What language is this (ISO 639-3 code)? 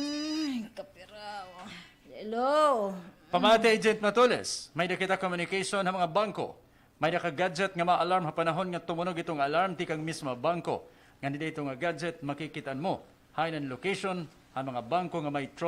war